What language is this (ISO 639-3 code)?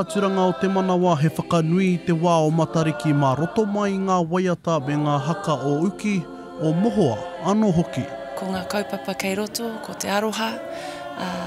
mri